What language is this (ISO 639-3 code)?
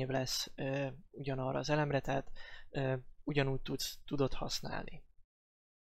hun